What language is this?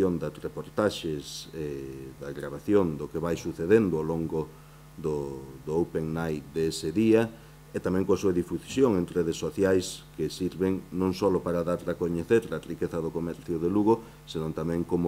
Galician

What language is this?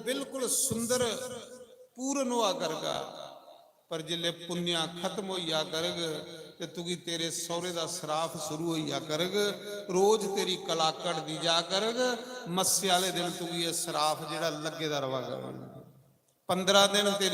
Dogri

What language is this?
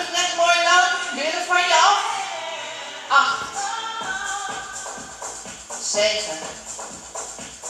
Dutch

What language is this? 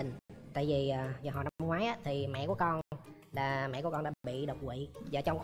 Vietnamese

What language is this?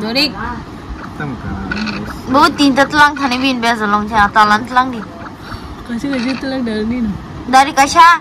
Kok Borok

